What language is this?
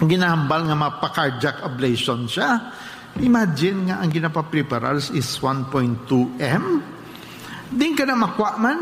Hiligaynon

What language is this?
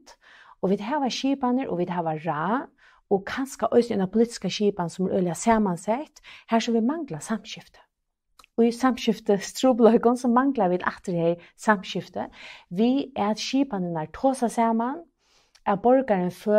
Faroese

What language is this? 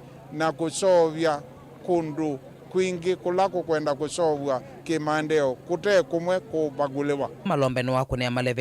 Kamba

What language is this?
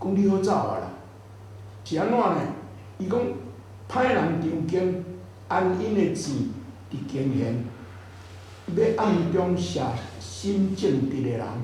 Min Nan Chinese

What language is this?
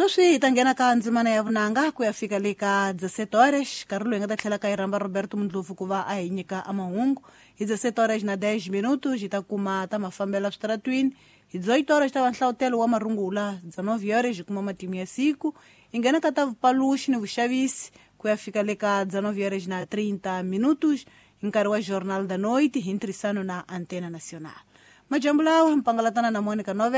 Tsonga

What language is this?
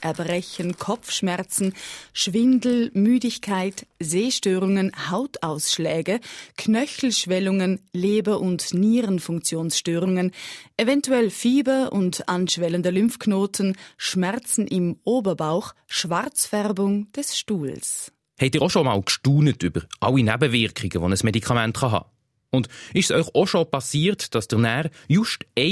German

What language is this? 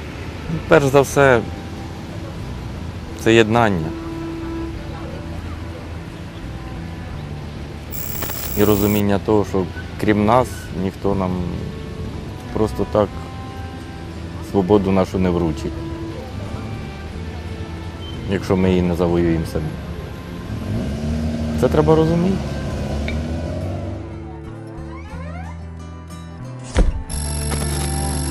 Ukrainian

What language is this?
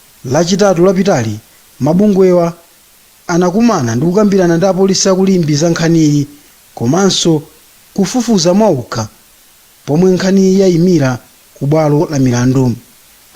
Nyanja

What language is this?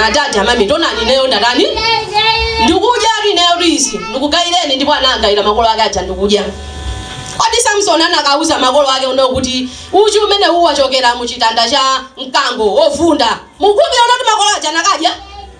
Nyanja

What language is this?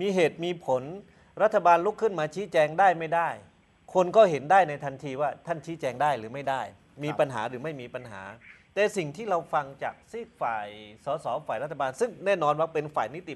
Thai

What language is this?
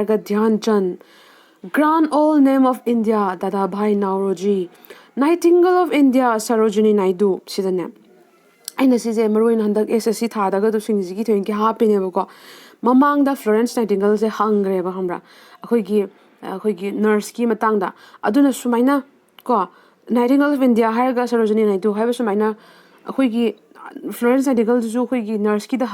Manipuri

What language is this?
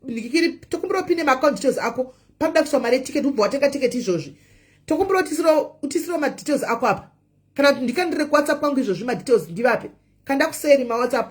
Shona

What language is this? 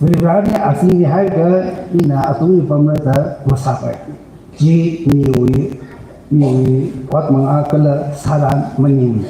Tangkhul Naga (India)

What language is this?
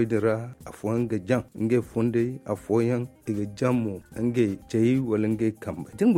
Zarma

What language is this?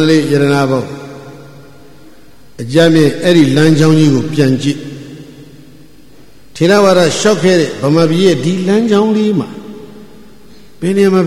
Burmese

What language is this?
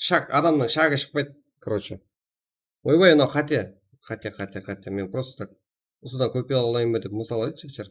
Kara-Kalpak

